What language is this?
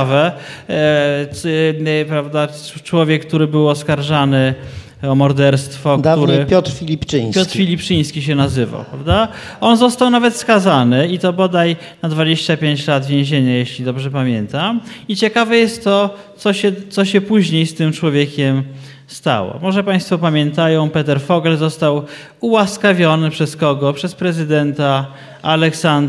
Polish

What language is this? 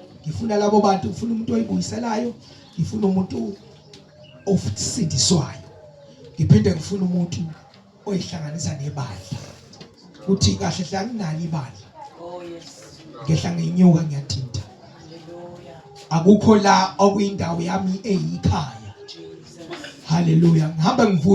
Zulu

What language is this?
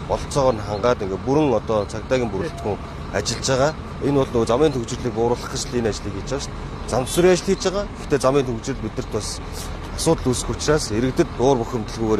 Mongolian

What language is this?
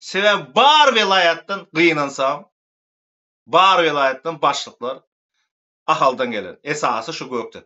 Turkmen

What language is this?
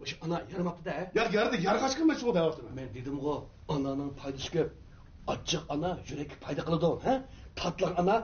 Uyghur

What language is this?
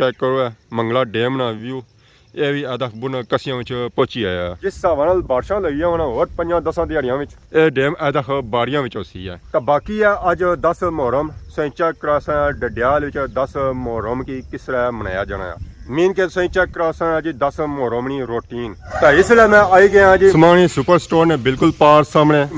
Pahari-Potwari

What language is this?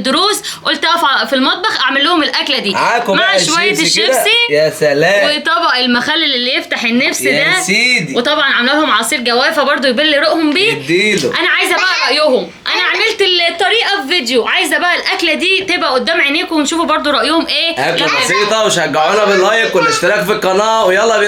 Egyptian Arabic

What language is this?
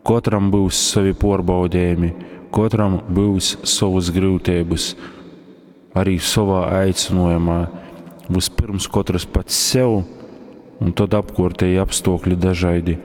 Latgalian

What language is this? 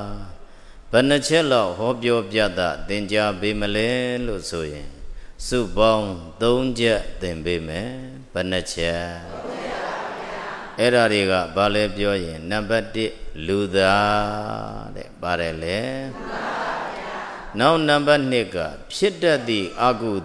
Burmese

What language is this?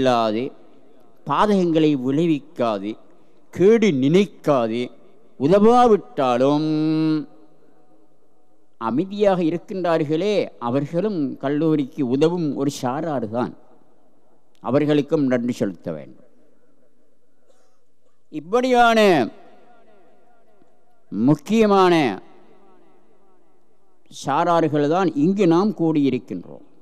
Tamil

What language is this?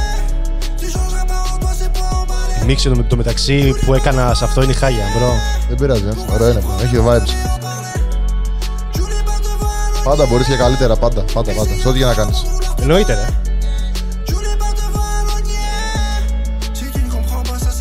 Greek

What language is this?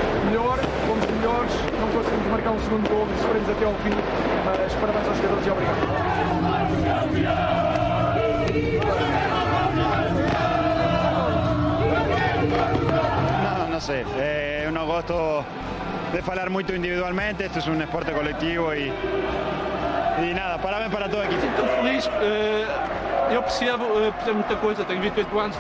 Portuguese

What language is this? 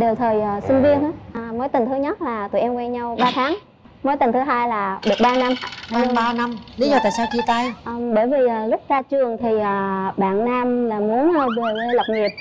Vietnamese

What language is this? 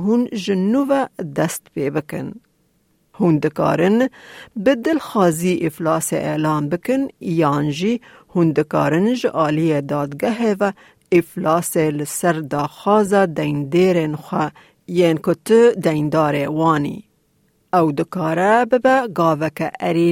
Kurdish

